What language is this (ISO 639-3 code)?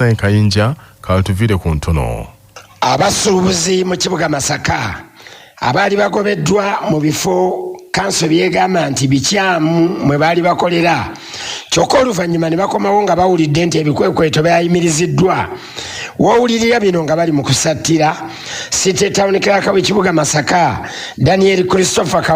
lug